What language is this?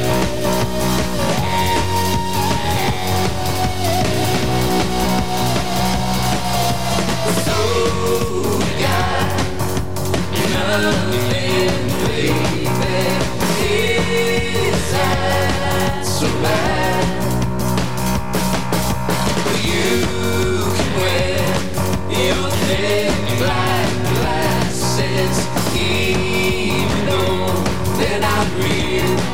English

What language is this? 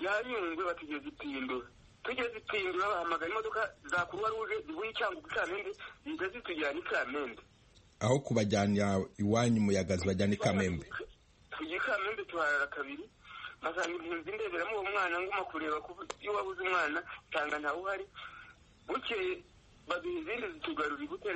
Kinyarwanda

